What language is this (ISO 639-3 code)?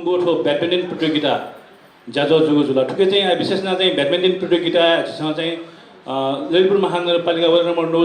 new